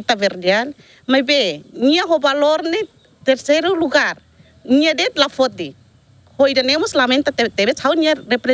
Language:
Tetum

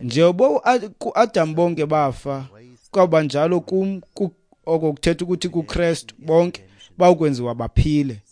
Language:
Xhosa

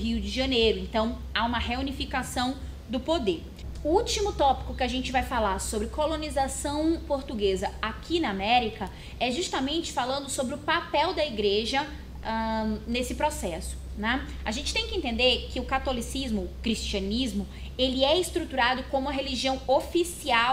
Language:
Portuguese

